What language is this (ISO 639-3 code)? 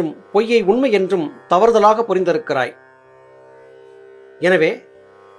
tam